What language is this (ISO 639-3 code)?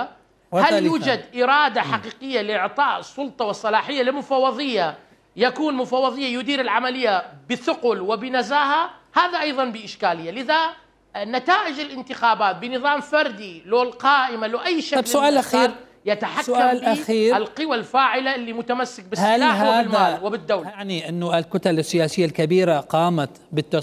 acm